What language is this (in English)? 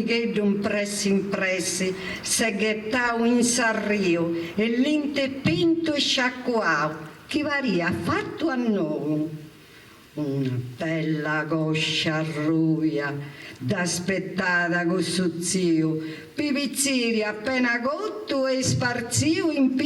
Sardinian